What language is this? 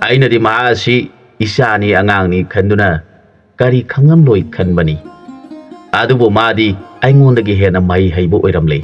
Manipuri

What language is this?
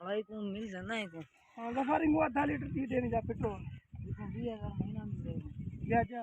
Saraiki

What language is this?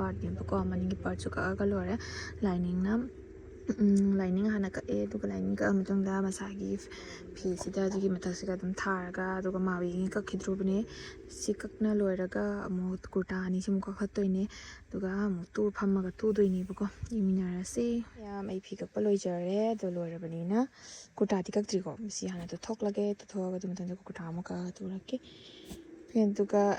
Manipuri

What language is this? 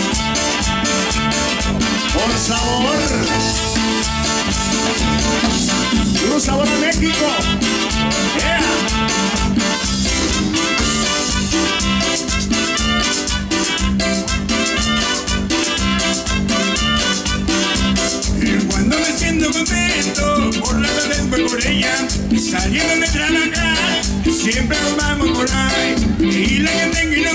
Spanish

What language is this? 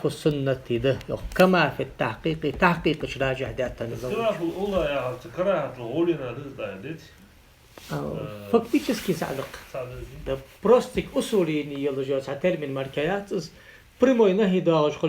Ingush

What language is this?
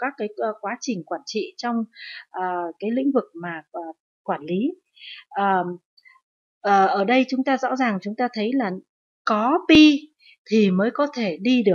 Vietnamese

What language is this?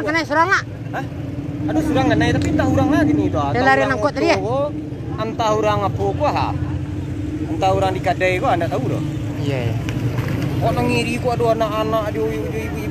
Minangkabau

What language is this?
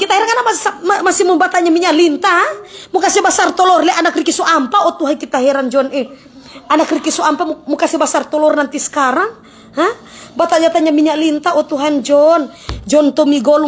Manado Malay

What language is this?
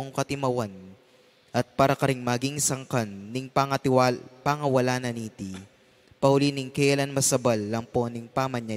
Pampanga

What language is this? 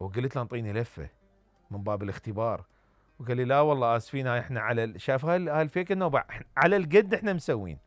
Mesopotamian Arabic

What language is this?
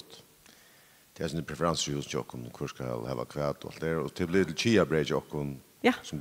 Faroese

